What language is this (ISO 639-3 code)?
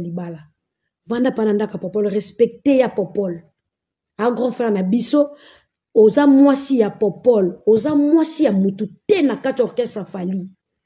lin